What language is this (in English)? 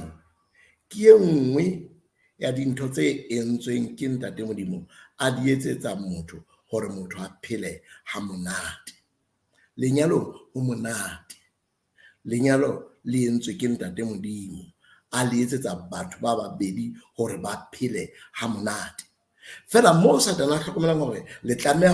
Southern Sotho